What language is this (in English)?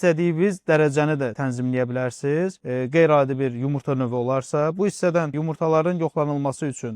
Azerbaijani